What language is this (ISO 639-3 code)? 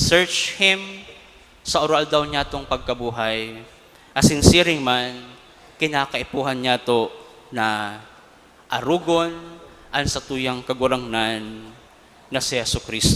bik